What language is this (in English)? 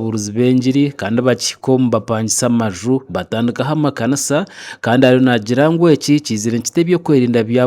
Nyankole